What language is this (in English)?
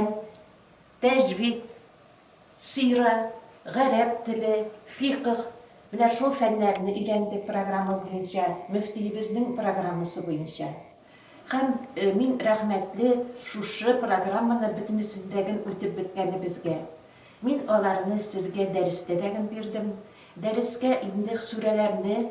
Tatar